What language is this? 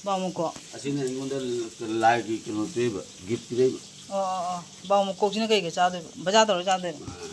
Manipuri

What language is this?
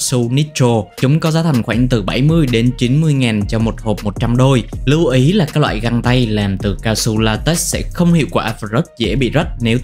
Vietnamese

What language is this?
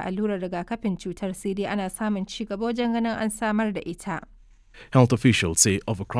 Hausa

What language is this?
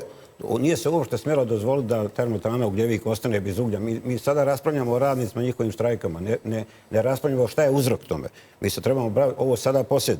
Bosnian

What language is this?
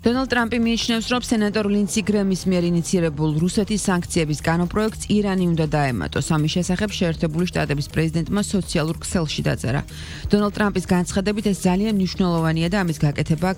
Georgian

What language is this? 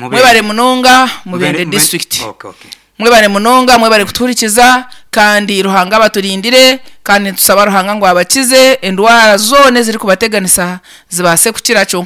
Nyankole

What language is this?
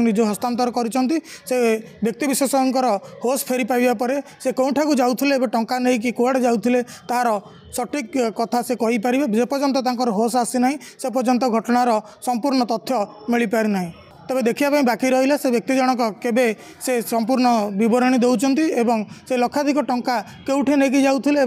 Odia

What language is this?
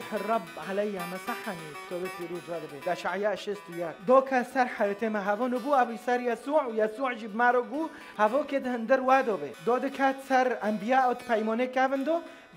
Kurdish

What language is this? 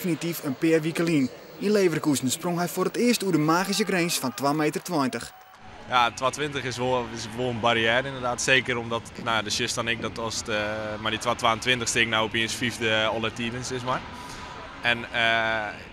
Western Frisian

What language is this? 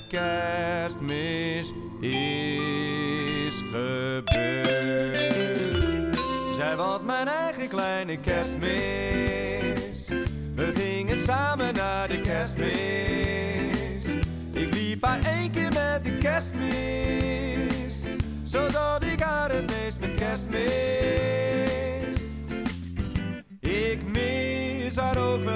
Dutch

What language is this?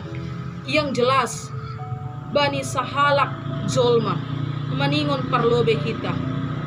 Batak Simalungun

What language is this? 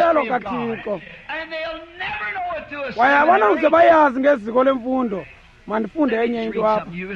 Xhosa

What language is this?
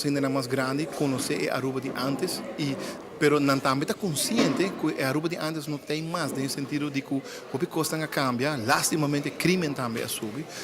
Papiamento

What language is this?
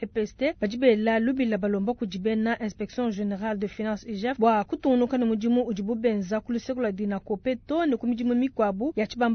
Luba-Lulua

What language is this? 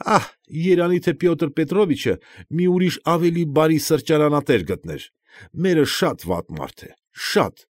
Armenian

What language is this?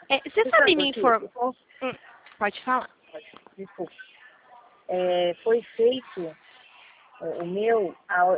Portuguese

